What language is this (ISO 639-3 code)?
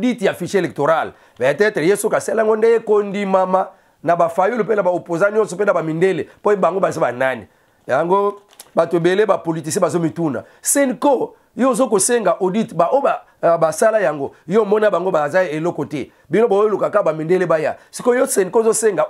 lin